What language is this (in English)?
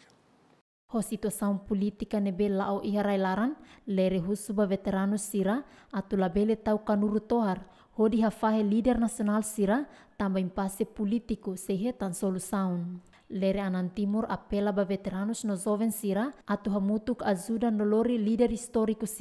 Tetum